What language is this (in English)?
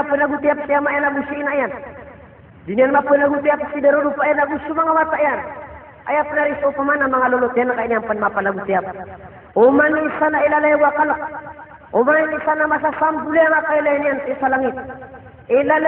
Maranao